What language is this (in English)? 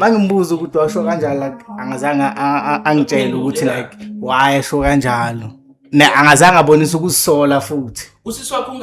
Zulu